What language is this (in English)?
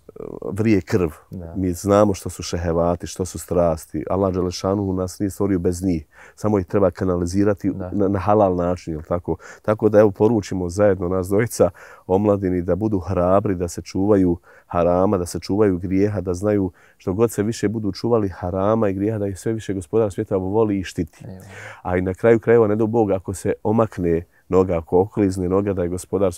Bosnian